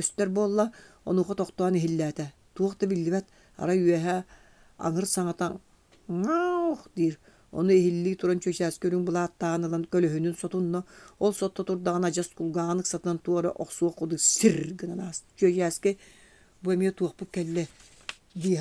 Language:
Yakut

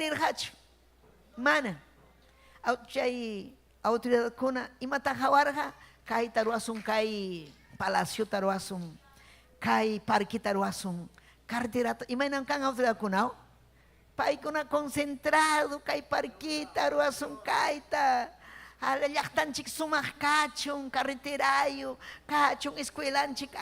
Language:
Ayacucho Quechua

